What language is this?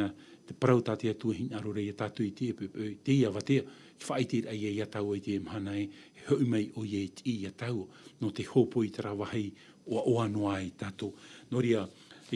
Tahitian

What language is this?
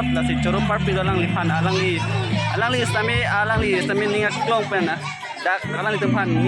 Karbi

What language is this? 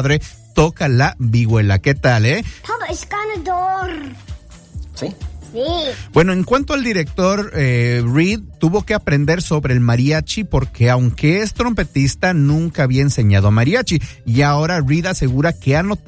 Spanish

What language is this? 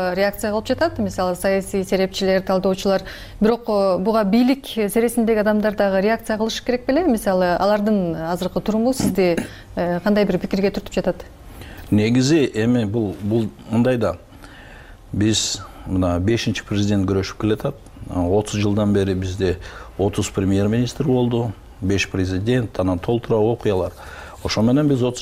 Kyrgyz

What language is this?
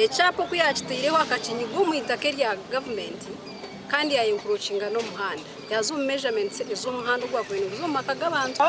Nyankole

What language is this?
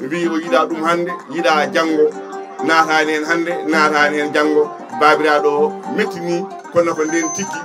Fula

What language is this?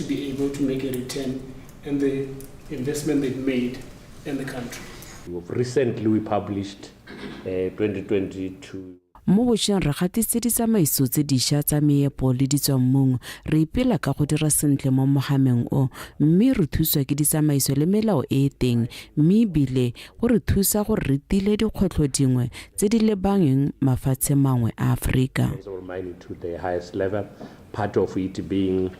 Tswana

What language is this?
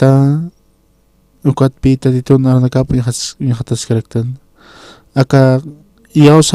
Aymara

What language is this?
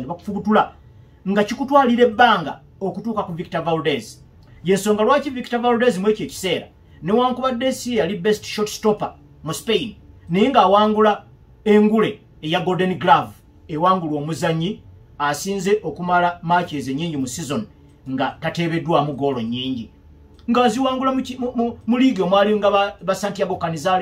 Ganda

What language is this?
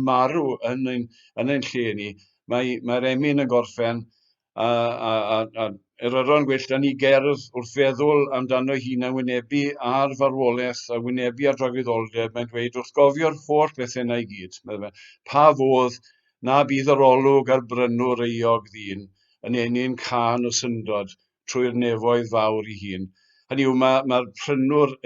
Welsh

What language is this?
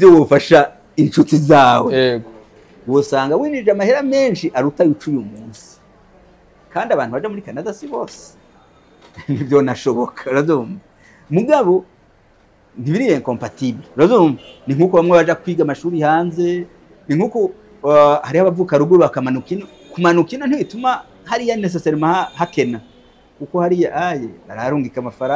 Rundi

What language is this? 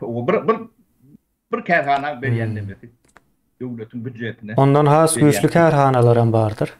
Turkmen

